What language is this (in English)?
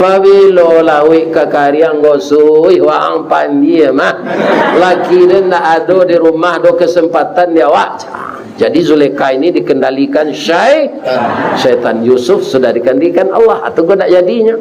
Minangkabau